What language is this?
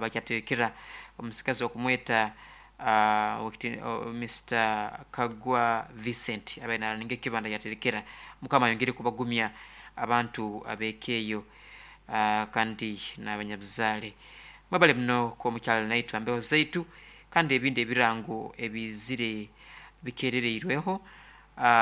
Nyoro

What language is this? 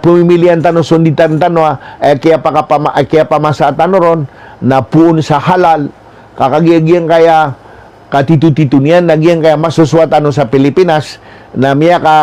Maranao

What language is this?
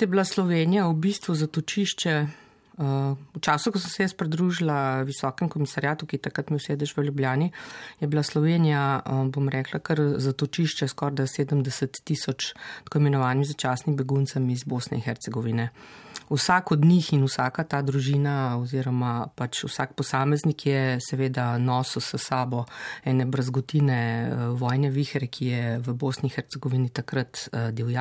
Slovenian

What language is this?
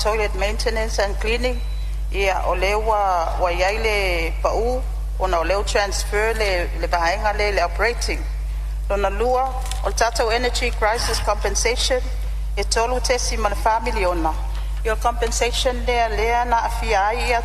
Samoan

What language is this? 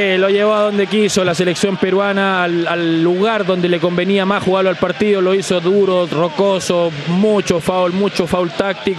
Spanish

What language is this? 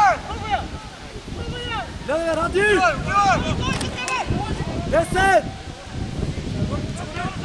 Bulgarian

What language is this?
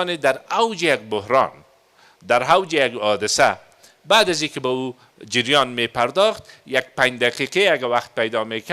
Persian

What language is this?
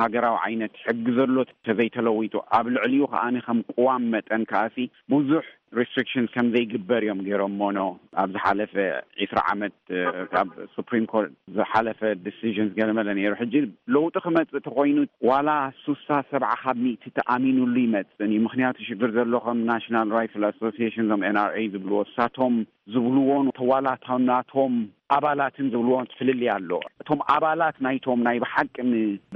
Tigrinya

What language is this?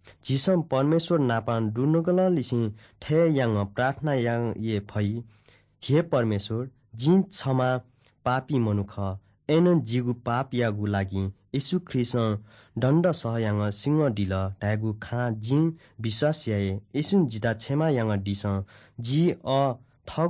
Newari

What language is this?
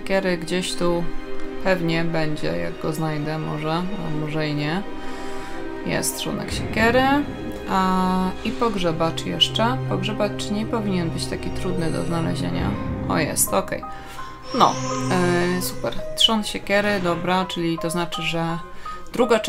Polish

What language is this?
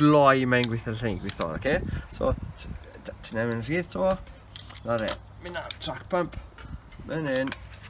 Welsh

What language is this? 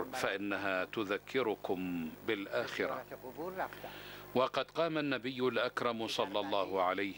Arabic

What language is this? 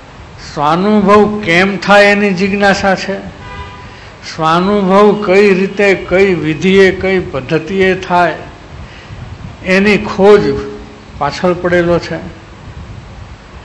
Gujarati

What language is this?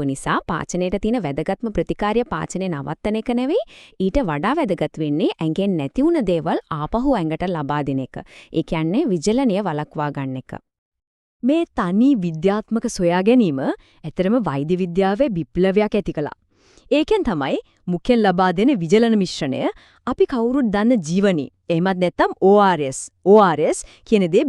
Sinhala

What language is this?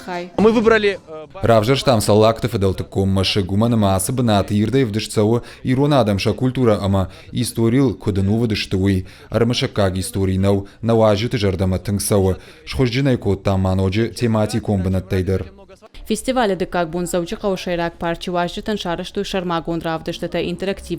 Ossetic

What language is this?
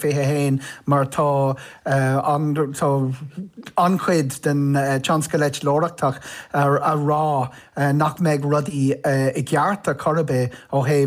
Irish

